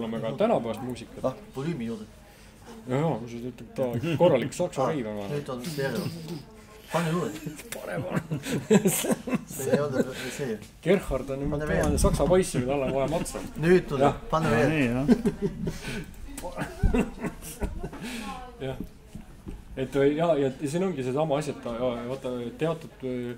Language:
Estonian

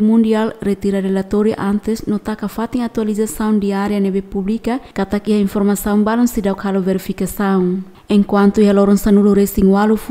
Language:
Tetum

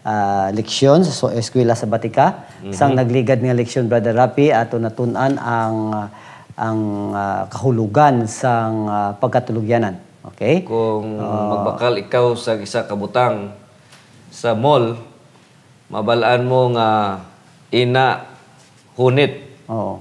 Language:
Hiligaynon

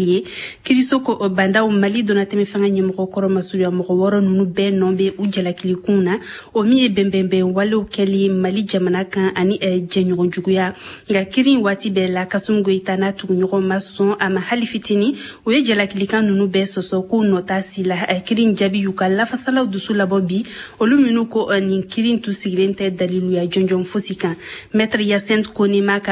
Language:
Bambara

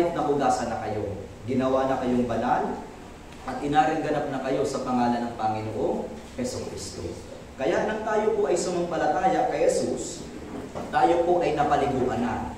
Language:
Filipino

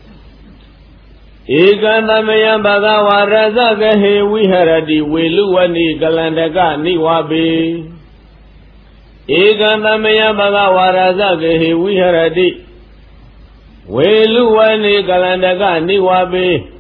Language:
Burmese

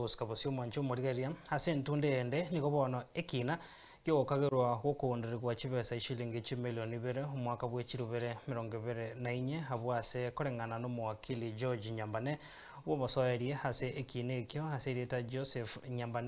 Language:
Gusii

